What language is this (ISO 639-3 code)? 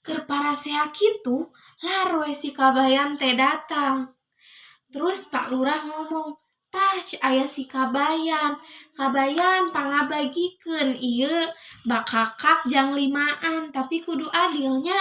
sun